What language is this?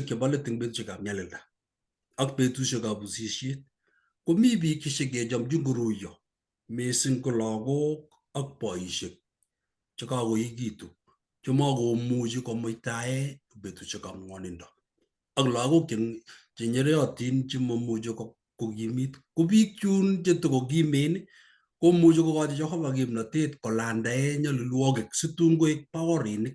Kalenjin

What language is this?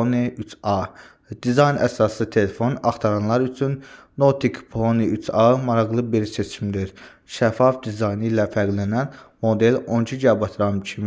Azerbaijani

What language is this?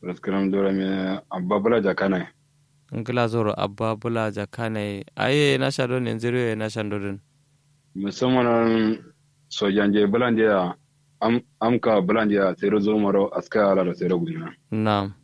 Kanuri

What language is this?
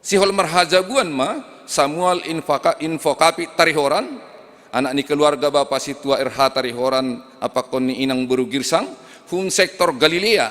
Batak Simalungun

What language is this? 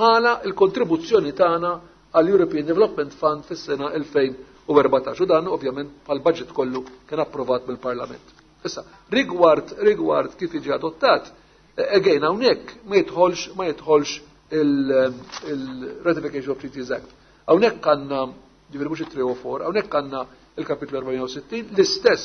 Maltese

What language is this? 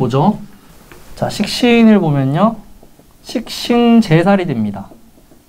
Korean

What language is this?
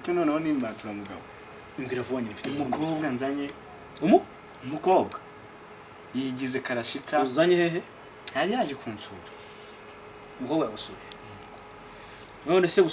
Kinyarwanda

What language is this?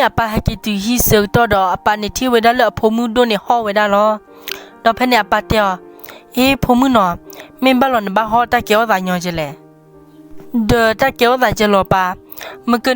S'gaw Karen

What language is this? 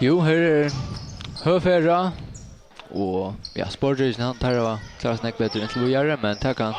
Faroese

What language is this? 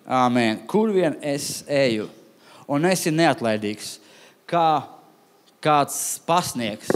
Latvian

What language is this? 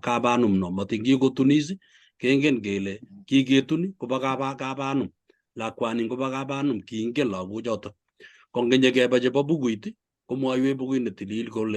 Kalenjin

